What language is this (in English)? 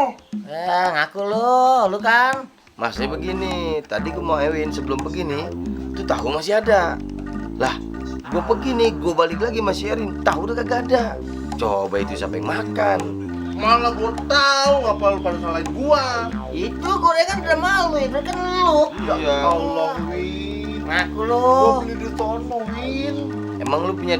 Betawi